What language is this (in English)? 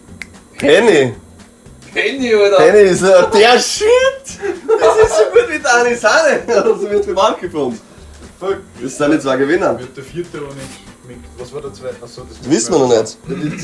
Bavarian